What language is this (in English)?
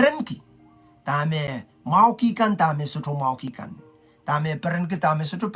Pohnpeian